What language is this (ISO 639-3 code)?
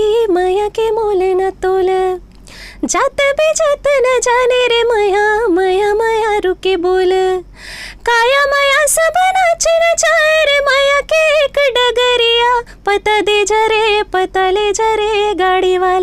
hne